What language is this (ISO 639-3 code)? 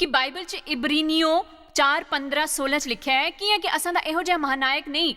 doi